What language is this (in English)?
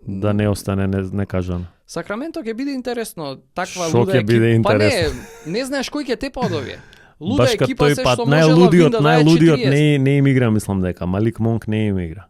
Macedonian